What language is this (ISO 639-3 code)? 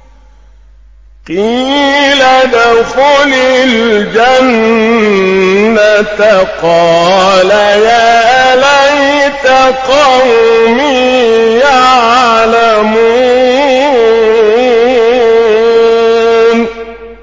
ara